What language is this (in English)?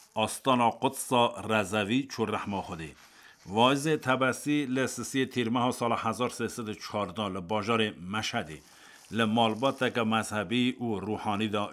Kurdish